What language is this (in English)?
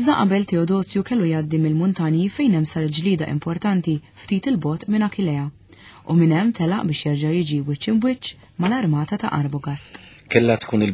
Maltese